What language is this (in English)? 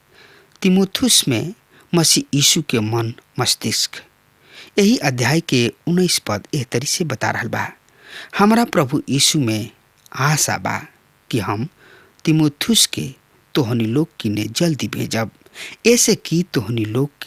Bhojpuri